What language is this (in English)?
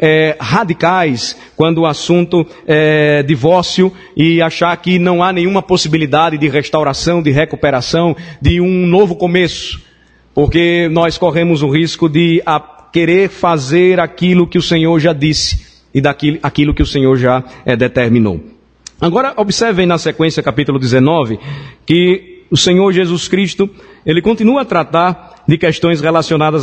Portuguese